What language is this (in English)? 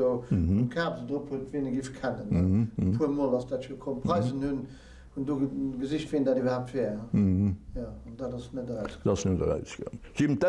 Luxembourgish